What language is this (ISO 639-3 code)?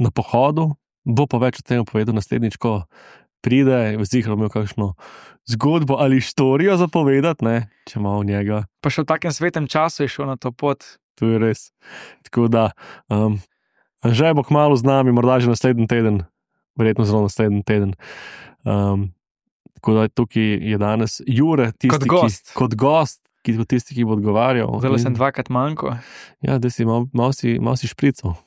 slv